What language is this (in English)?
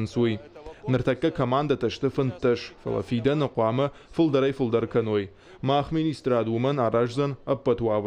Ossetic